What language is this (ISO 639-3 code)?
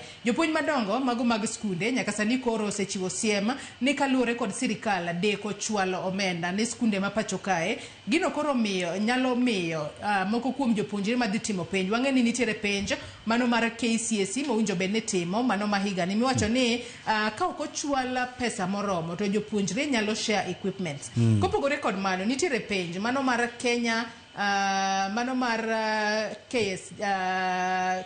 luo